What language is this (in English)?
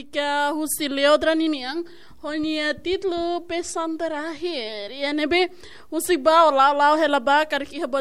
Tetum